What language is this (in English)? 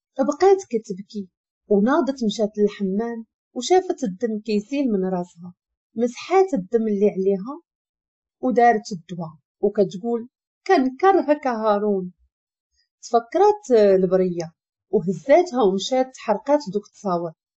Moroccan Arabic